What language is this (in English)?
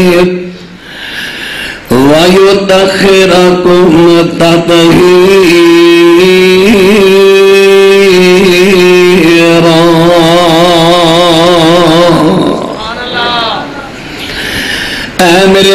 Urdu